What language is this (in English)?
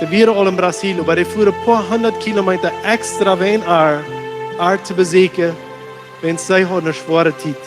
Plautdietsch